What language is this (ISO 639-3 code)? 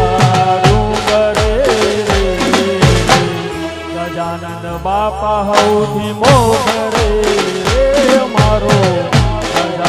guj